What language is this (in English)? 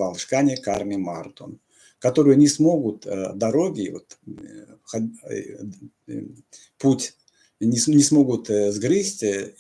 Erzya